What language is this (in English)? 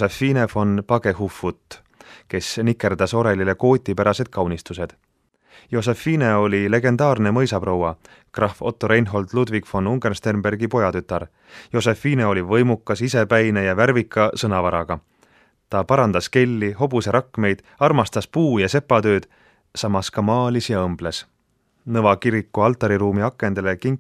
Estonian